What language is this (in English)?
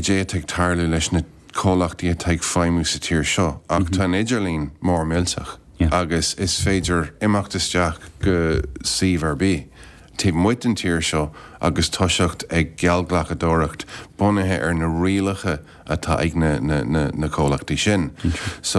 Irish